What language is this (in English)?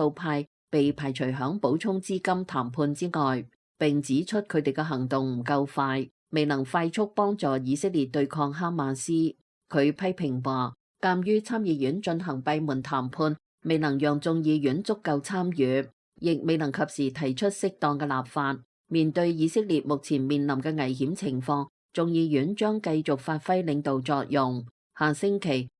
Cantonese